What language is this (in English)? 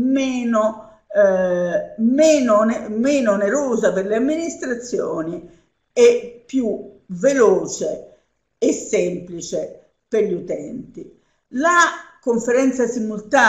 Italian